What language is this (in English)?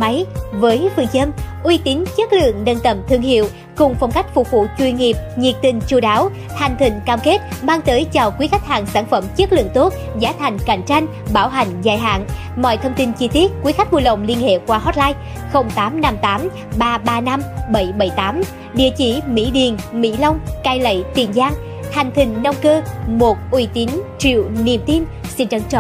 Vietnamese